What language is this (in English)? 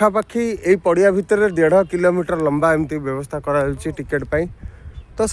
Odia